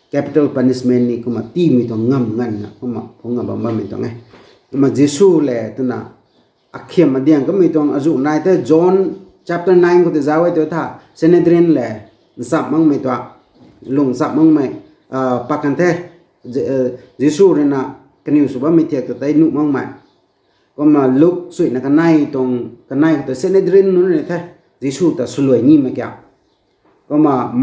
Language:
Rongmei Naga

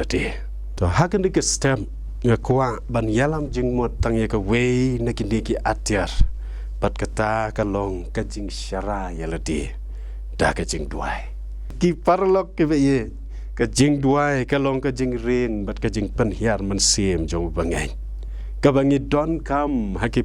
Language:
Khasi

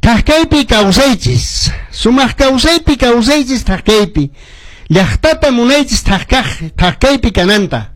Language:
Quechua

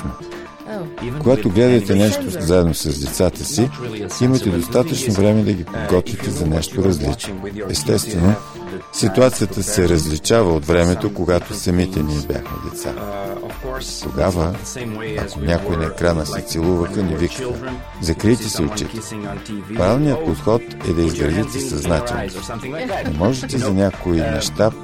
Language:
Bulgarian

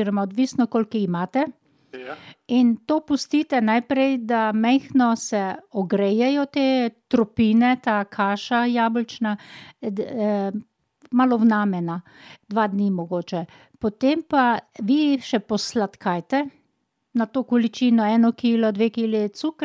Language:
Slovenian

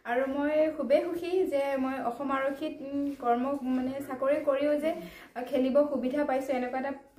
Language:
Assamese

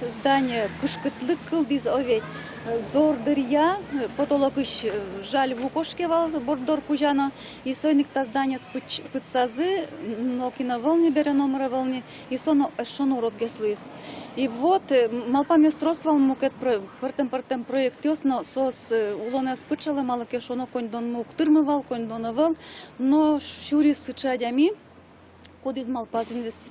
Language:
Udmurt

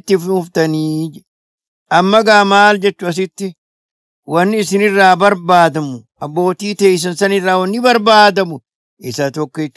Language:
Oromo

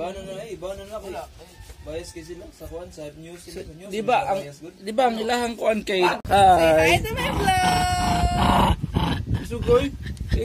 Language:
Cebuano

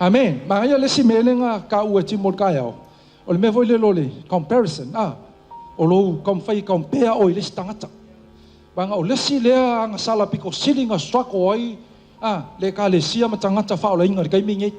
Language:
Samoan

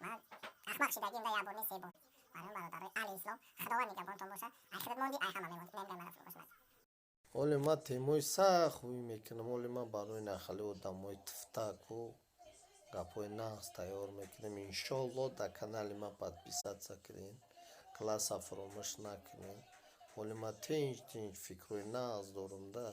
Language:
Tajik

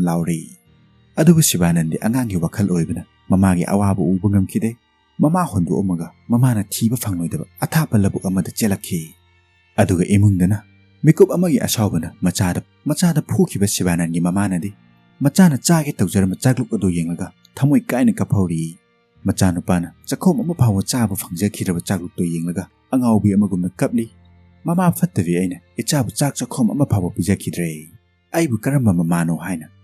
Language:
Manipuri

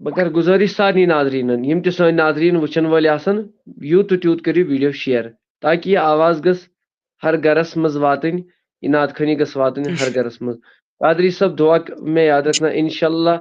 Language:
Kashmiri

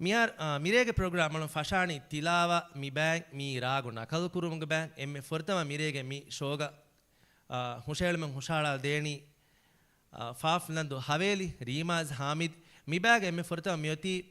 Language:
Divehi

